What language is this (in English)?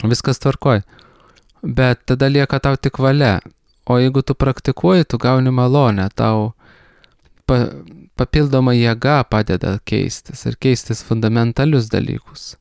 Lithuanian